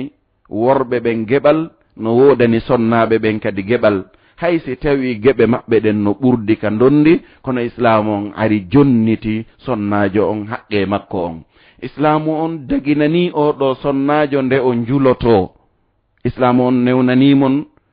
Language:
Fula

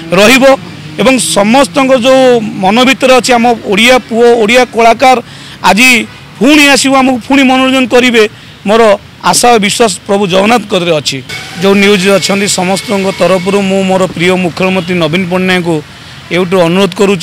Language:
Odia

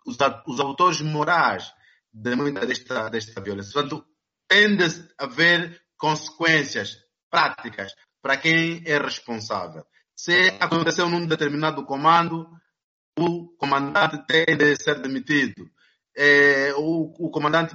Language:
Portuguese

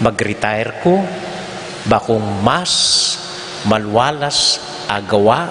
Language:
Pampanga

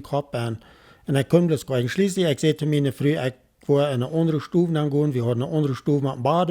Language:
Plautdietsch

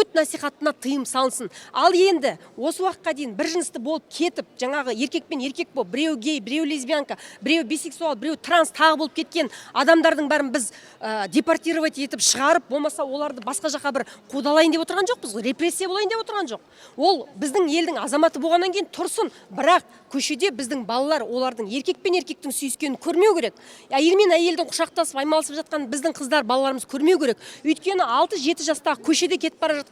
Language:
Kazakh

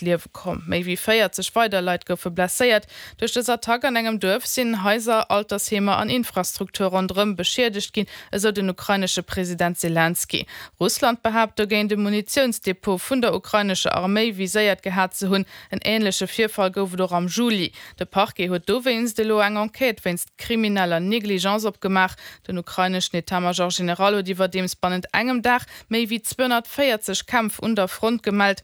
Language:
Luxembourgish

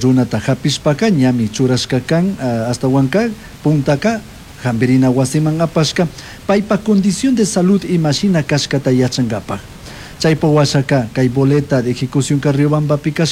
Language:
Chimborazo Highland Quichua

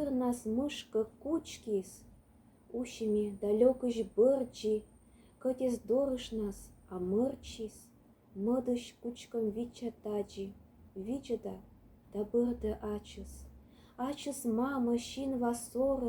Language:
Komi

